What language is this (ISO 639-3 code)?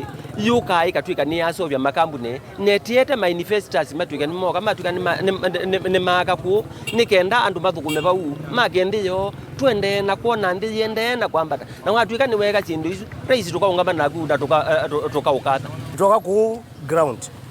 kam